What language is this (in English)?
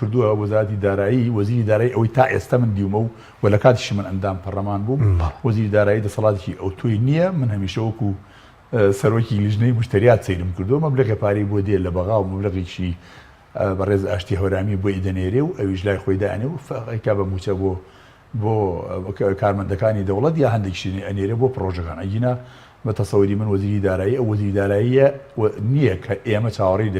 Central Kurdish